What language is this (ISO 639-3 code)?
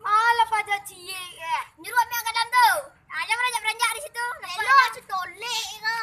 min